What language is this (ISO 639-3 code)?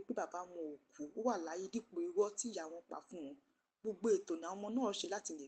yor